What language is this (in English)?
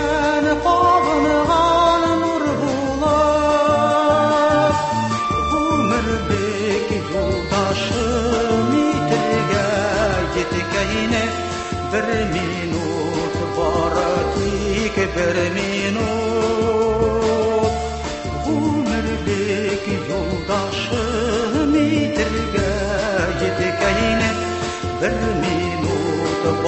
Tatar